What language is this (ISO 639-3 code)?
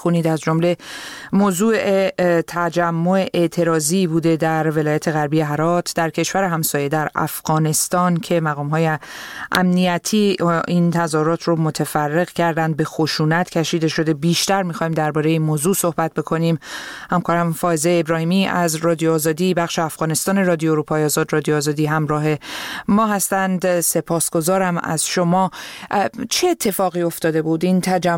fas